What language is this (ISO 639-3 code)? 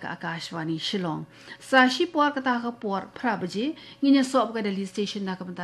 kha